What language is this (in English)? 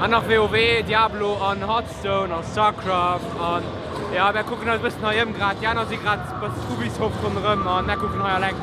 Luxembourgish